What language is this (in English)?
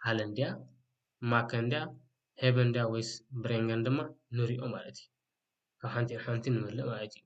Tigrinya